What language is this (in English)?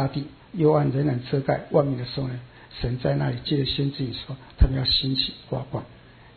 Chinese